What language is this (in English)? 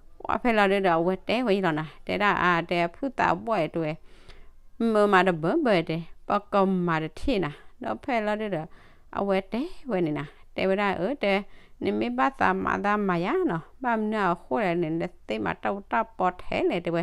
S'gaw Karen